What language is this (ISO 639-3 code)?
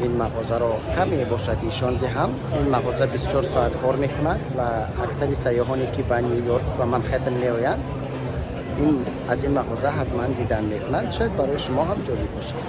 tgk